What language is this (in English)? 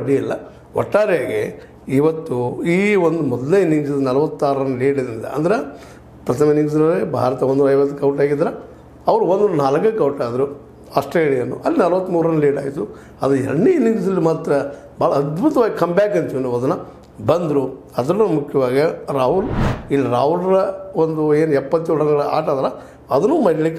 Kannada